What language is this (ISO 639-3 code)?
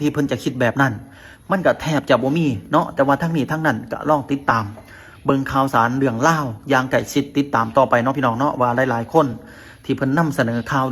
lao